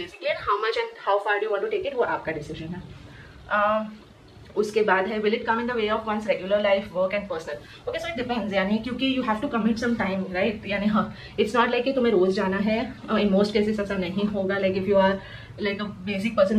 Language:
Hindi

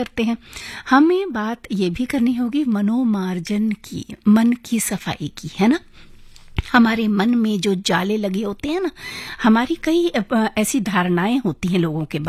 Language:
Hindi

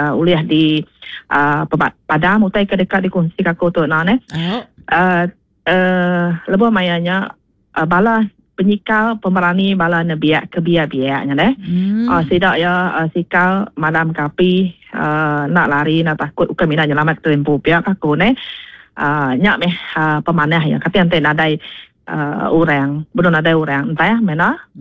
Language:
Iban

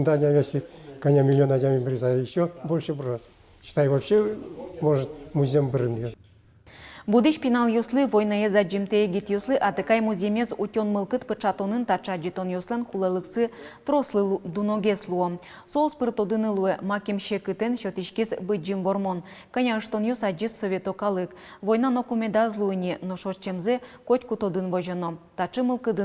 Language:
Udmurt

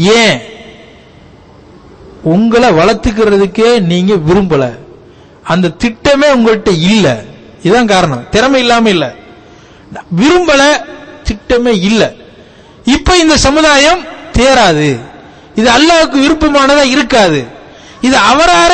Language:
Tamil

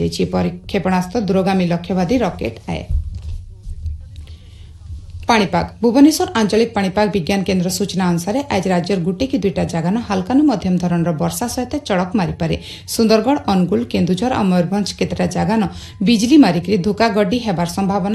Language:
Odia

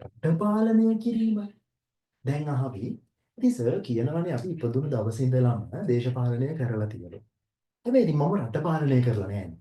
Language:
Sinhala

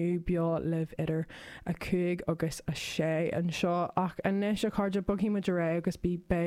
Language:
Irish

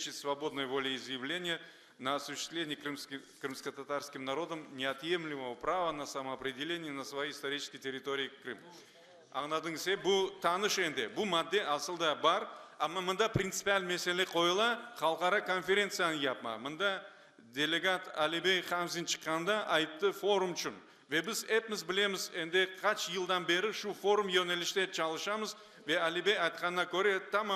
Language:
Crimean Tatar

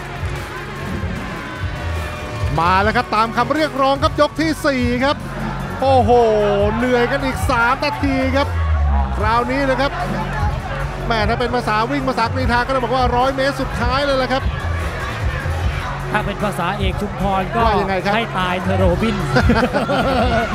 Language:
Thai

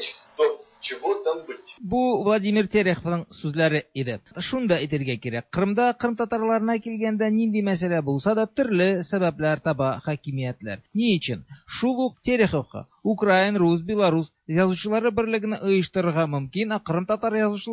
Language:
Tatar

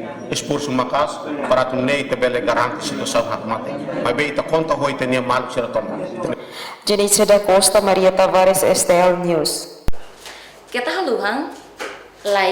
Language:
Tetum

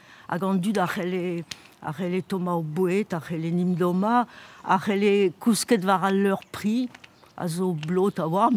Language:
Breton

